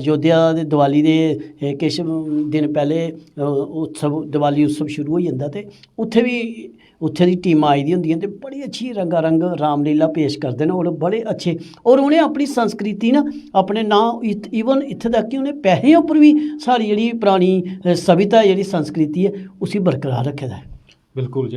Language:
Dogri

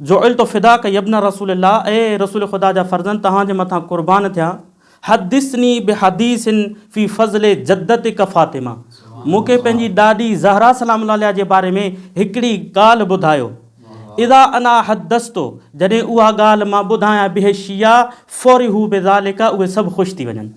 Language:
Sindhi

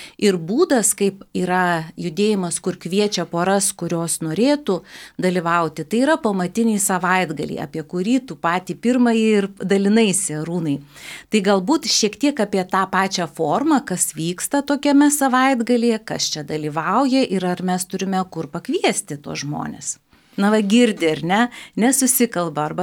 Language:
Lithuanian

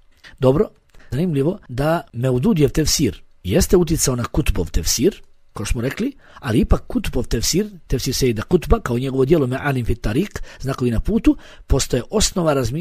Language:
Bosnian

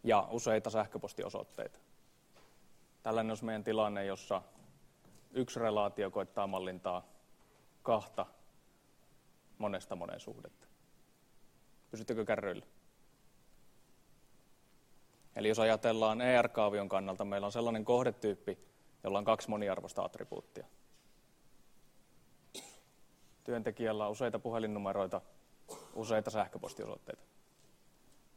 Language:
Finnish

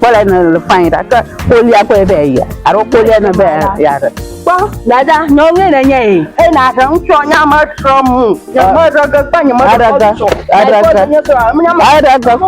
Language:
Ewe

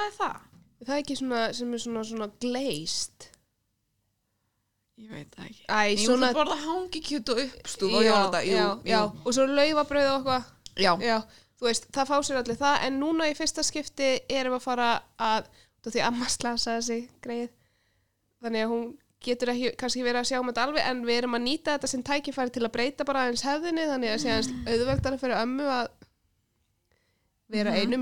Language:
Icelandic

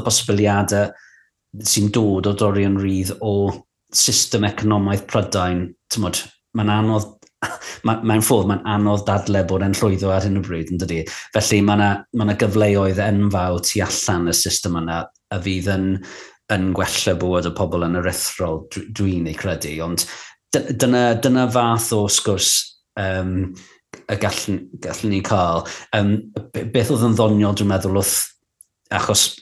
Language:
Welsh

